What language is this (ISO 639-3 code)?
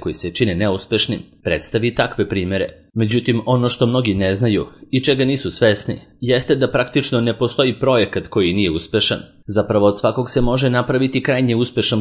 srp